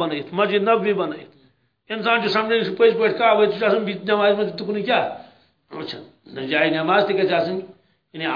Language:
Kashmiri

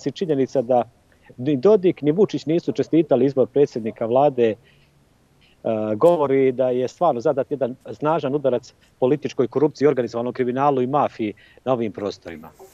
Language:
Bosnian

